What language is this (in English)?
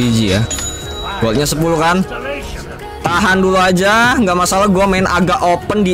Indonesian